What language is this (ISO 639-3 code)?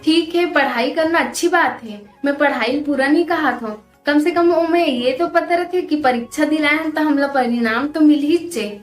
hne